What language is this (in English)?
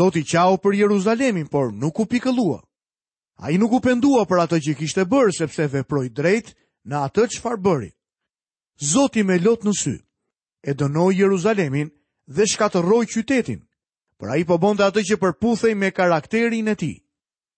Albanian